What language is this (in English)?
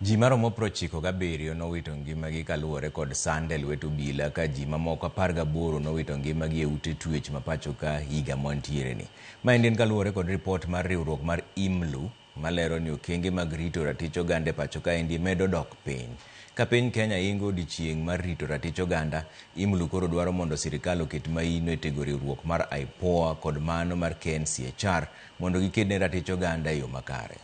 Luo (Kenya and Tanzania)